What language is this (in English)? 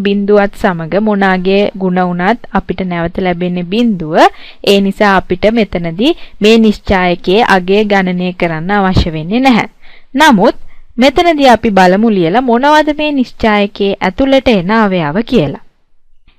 Sinhala